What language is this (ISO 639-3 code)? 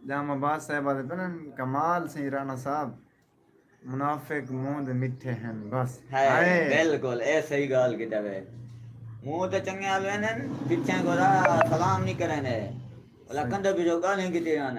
skr